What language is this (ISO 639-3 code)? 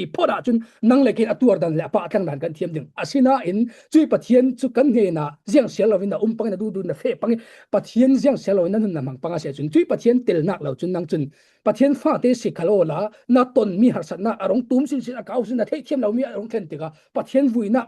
cfm